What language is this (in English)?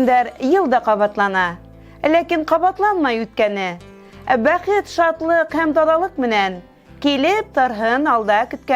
Bashkir